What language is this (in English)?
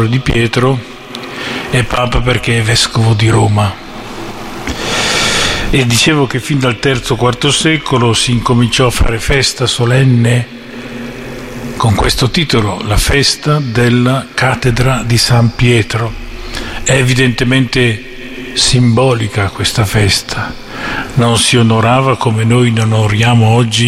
Italian